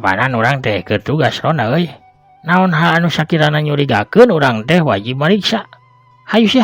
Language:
Sundanese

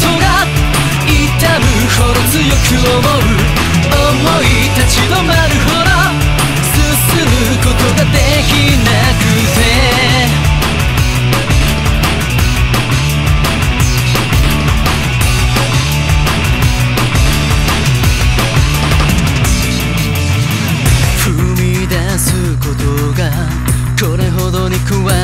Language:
Japanese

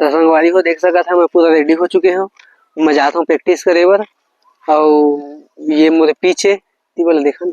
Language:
Chhattisgarhi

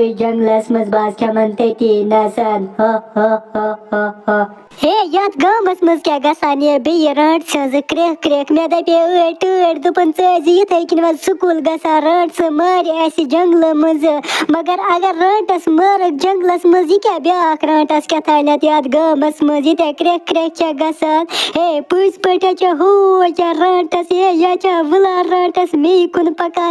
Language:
Kashmiri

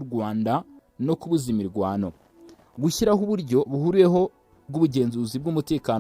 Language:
Kinyarwanda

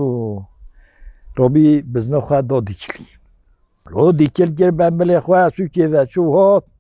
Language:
Kurdish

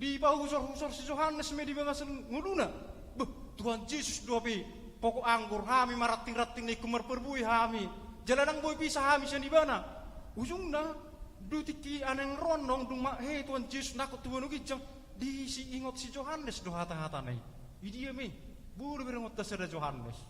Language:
Batak Toba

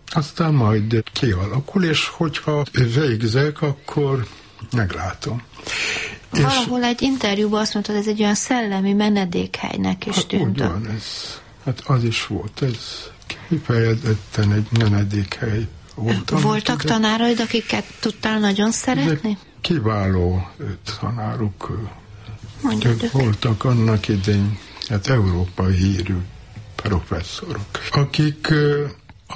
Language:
Hungarian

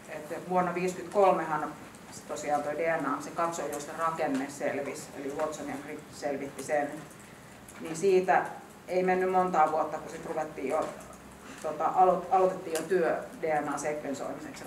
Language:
Finnish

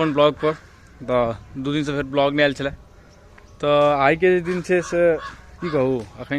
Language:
Maithili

